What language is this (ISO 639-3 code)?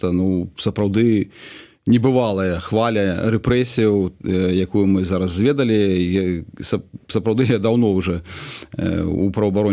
bel